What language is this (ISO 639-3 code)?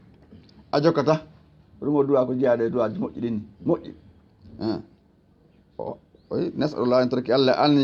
ful